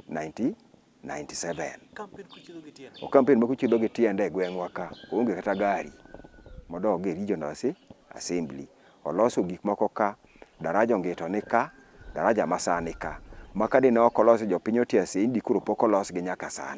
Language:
Luo (Kenya and Tanzania)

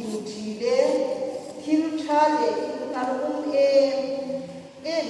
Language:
Hmar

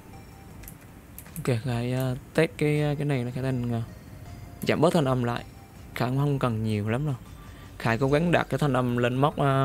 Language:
Vietnamese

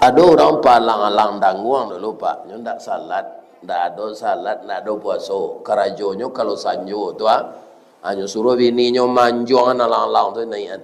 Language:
Minangkabau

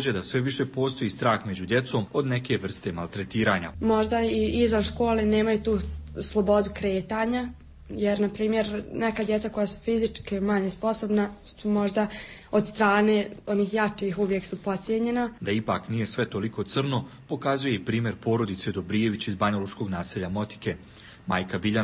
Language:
Croatian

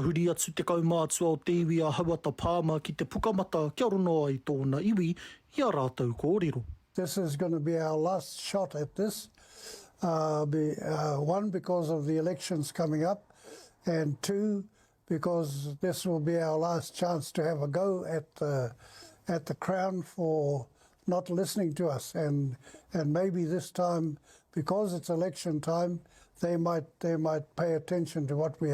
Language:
Māori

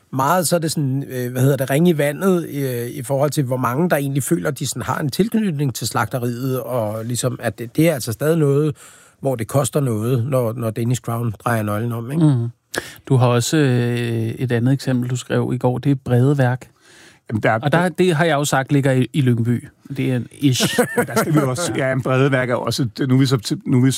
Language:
Danish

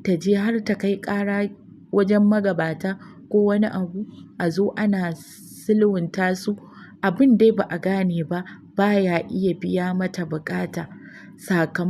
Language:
Hausa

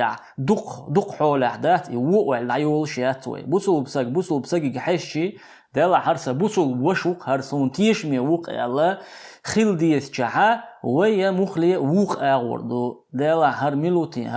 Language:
Chechen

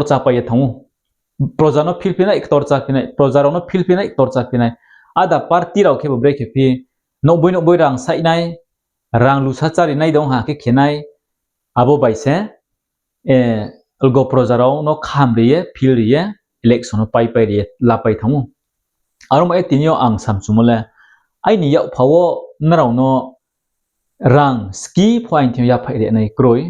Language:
Riang (India)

